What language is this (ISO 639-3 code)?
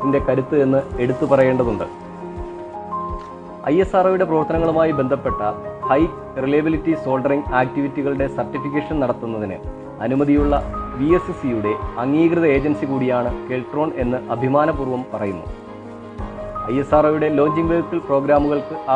mal